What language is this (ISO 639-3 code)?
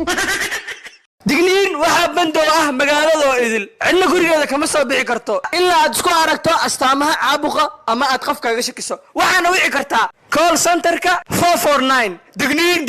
som